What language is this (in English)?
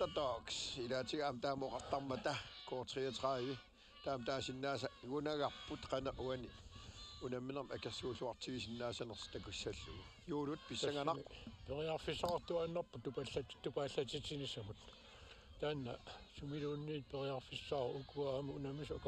Kalaallisut